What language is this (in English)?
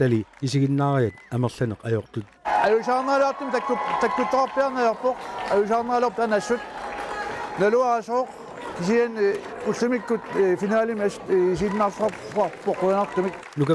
Kalaallisut